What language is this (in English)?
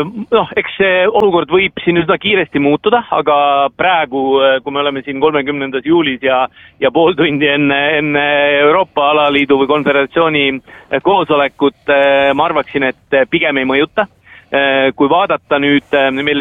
Estonian